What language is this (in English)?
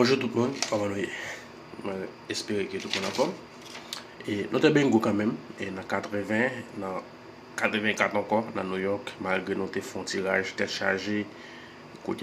Haitian Creole